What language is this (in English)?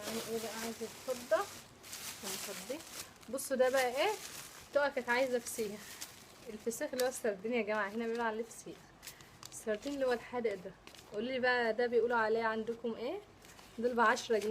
Egyptian Arabic